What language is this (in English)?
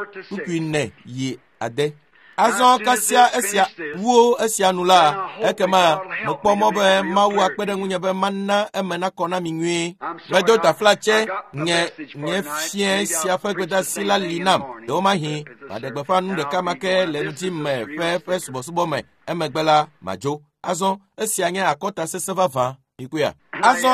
Ewe